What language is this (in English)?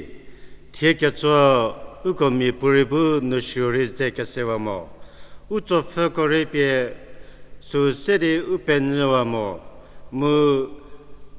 Angami Naga